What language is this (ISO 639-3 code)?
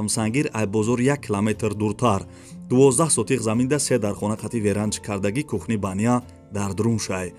tgk